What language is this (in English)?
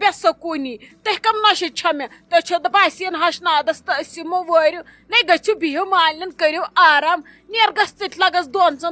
Kashmiri